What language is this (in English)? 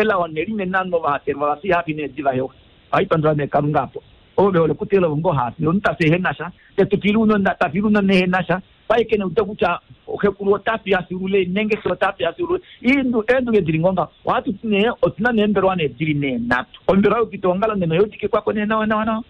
Kuanyama